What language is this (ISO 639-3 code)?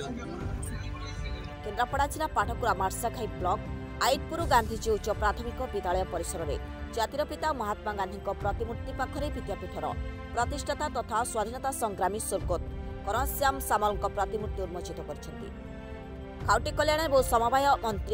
ori